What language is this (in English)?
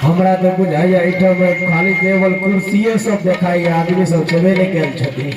Maithili